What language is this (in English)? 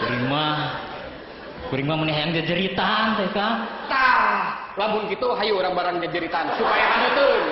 Sundanese